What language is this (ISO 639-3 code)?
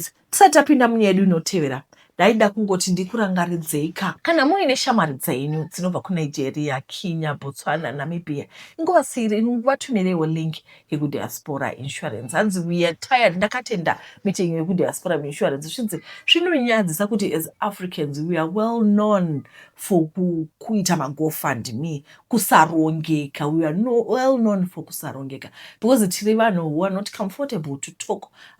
sna